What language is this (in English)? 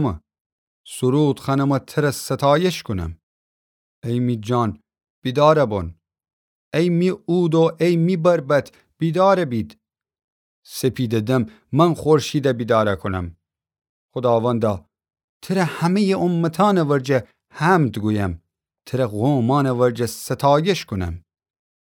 Gilaki